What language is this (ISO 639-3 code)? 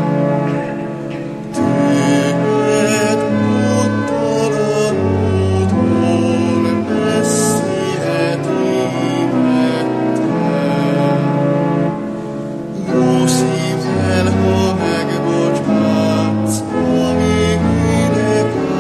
hun